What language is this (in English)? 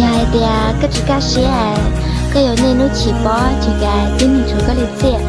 Hmong